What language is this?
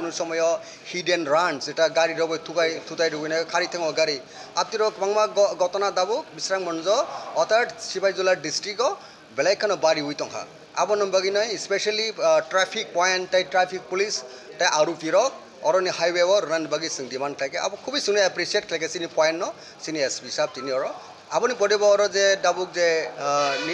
Kok Borok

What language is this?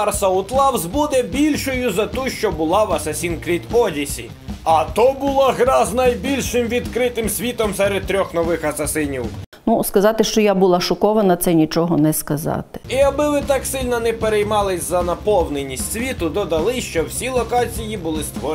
Ukrainian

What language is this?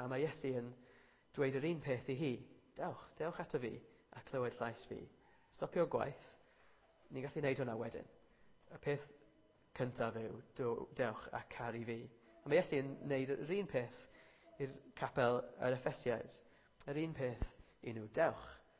Welsh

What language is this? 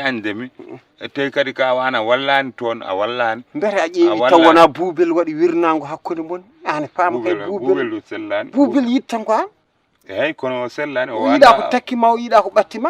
Fula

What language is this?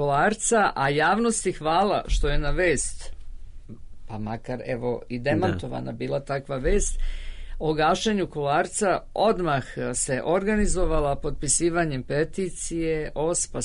Serbian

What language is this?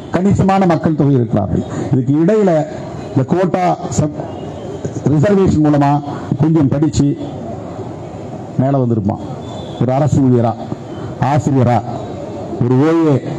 Tamil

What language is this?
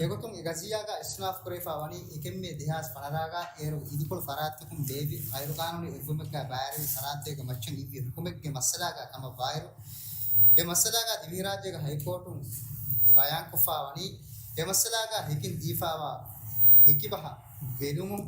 Divehi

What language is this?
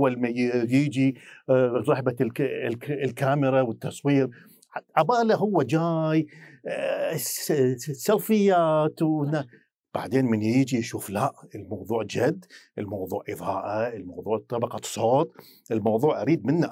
Mesopotamian Arabic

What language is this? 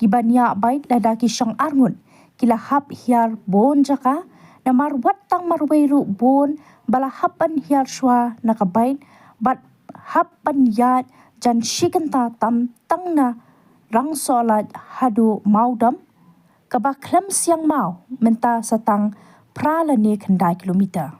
Khasi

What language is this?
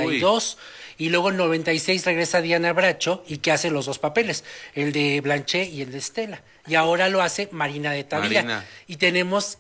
Spanish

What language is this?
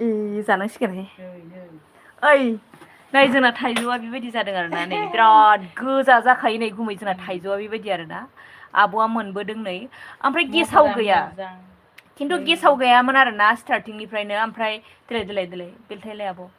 Bodo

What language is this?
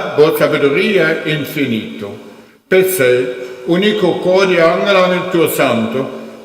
Papiamento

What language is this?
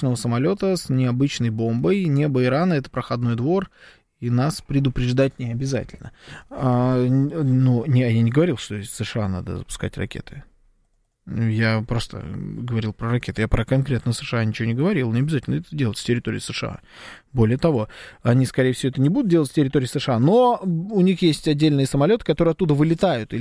Russian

